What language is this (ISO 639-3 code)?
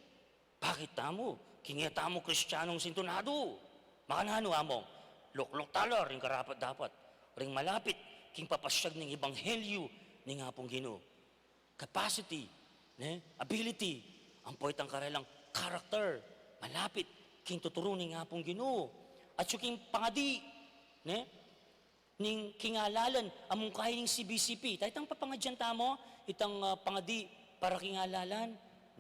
pam